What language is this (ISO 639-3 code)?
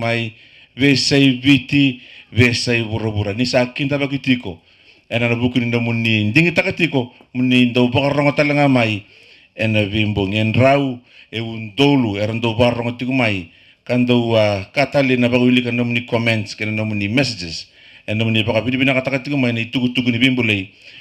fij